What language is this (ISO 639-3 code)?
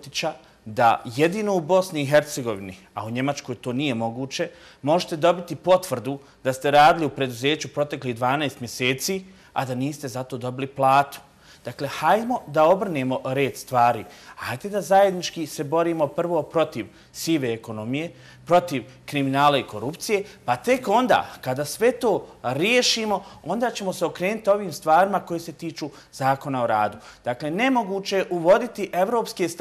bos